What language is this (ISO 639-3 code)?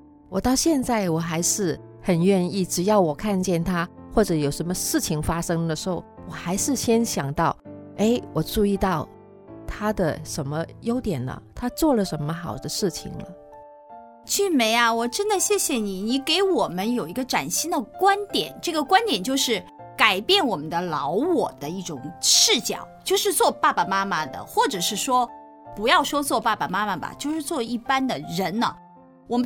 zho